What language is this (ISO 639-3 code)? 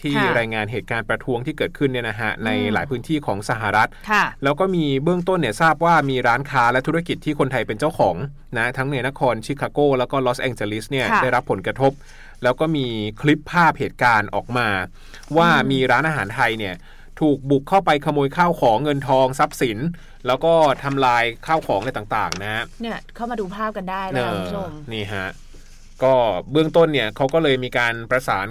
tha